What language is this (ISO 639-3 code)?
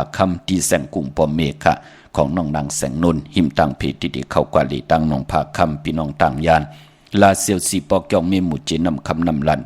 shn